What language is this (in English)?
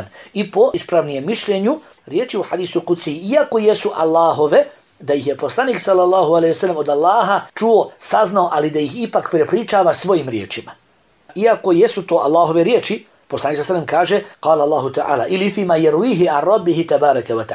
Bosnian